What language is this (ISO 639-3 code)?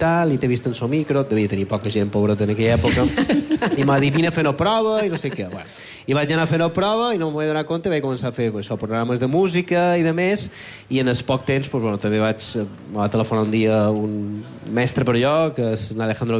cat